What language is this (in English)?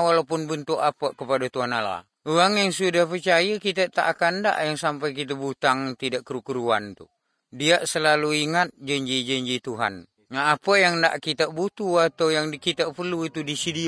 Malay